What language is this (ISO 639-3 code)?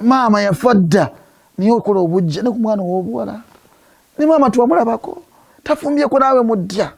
lug